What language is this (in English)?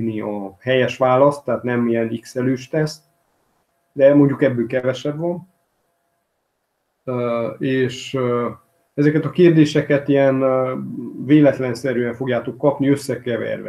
Hungarian